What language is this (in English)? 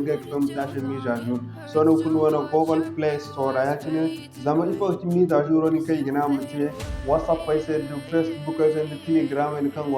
Zarma